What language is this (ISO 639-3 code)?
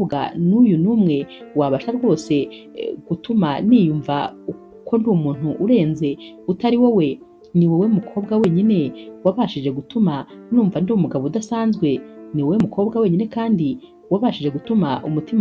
kin